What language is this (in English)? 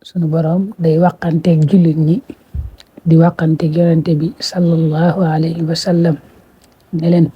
Wolof